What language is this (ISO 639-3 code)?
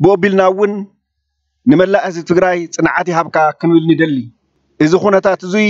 tir